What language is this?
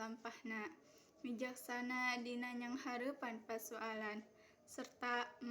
Sundanese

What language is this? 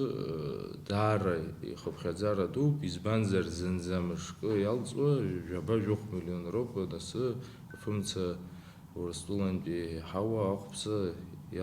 Abkhazian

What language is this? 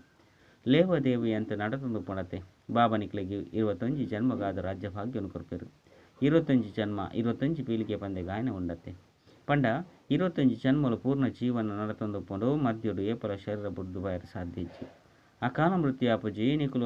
Tulu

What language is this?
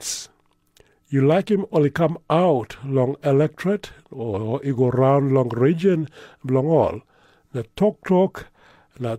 Tok Pisin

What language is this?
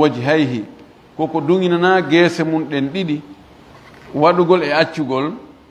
Fula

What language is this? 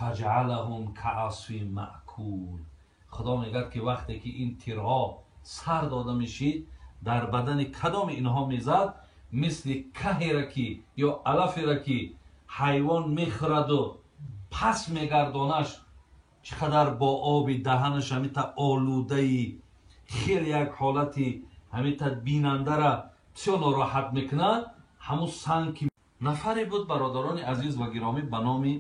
Tajik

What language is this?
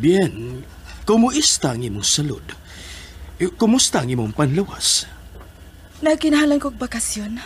Cebuano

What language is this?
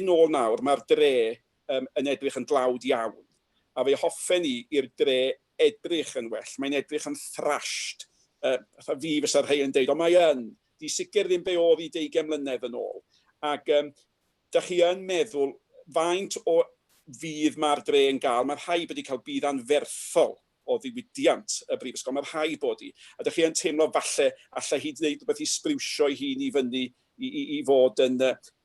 Welsh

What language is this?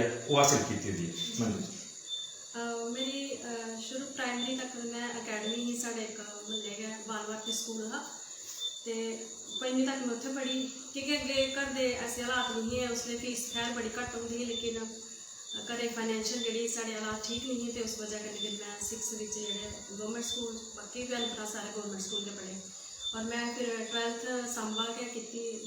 Dogri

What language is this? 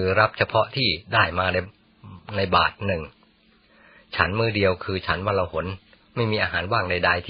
Thai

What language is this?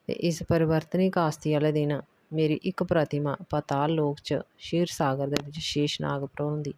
Dogri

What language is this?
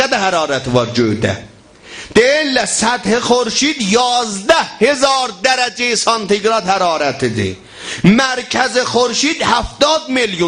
South Azerbaijani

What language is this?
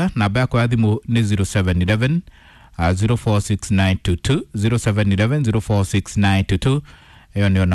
Kikuyu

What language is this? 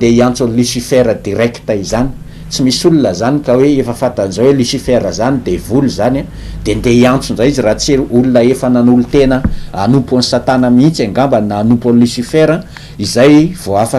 Malagasy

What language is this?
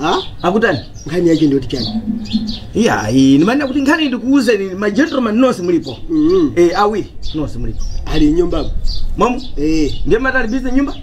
Nyanja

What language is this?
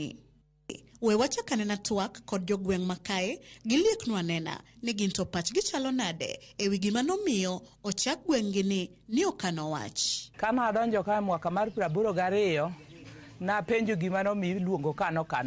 Luo (Kenya and Tanzania)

